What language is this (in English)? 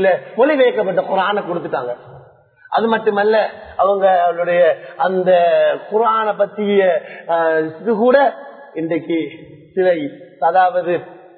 Tamil